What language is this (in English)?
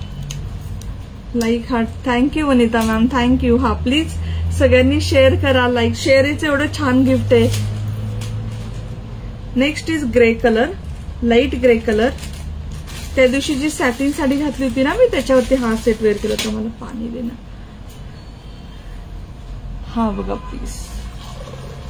Marathi